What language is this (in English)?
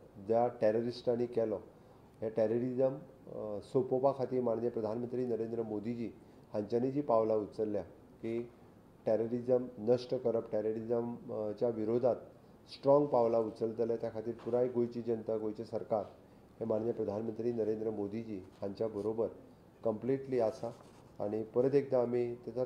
Konkani